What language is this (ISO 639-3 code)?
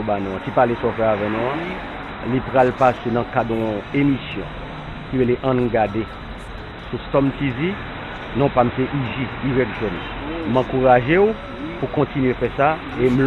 hat